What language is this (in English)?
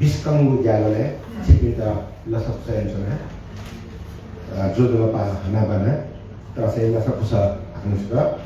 Newari